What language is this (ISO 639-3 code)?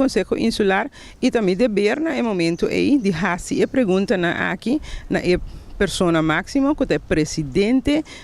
pap